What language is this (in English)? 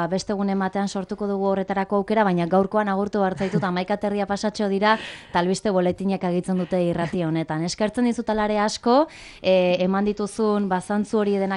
Basque